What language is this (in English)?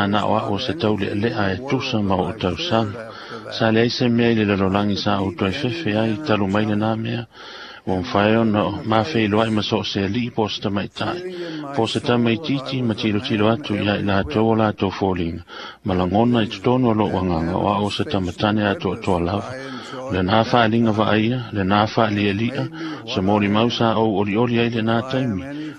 Samoan